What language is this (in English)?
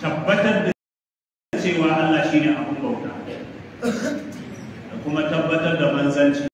Hausa